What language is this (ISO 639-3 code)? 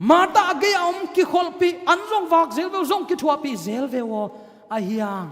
ctd